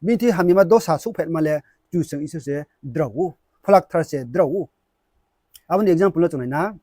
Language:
Riang (India)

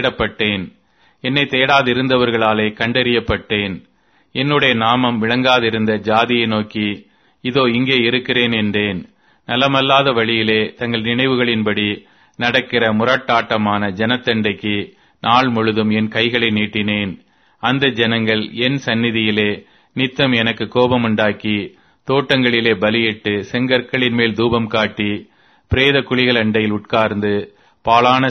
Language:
Tamil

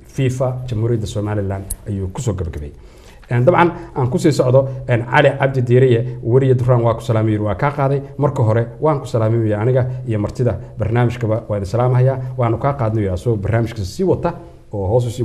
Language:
Somali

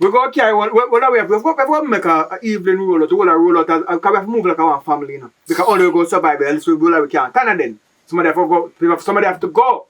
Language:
Jamaican Creole English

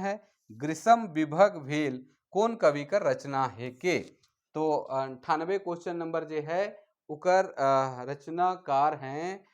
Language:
Sadri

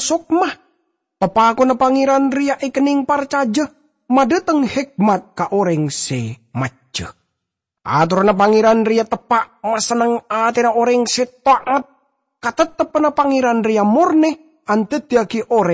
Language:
Madurese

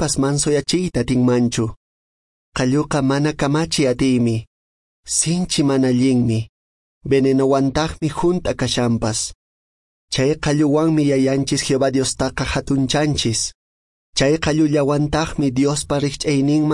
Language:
Quechua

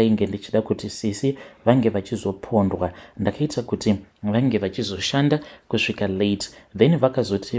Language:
Shona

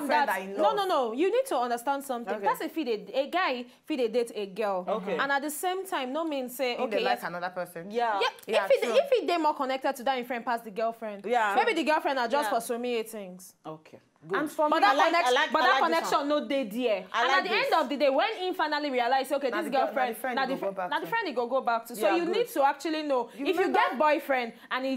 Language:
Nigerian Pidgin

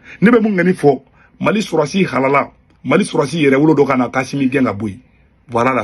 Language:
Bambara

